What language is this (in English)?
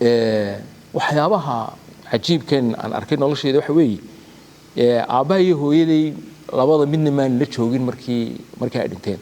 Somali